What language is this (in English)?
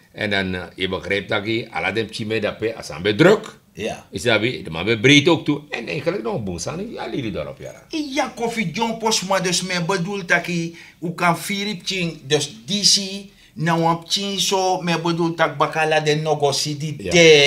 Sranan Tongo